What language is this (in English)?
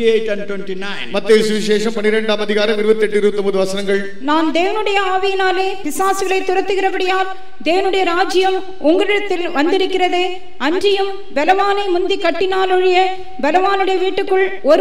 Tamil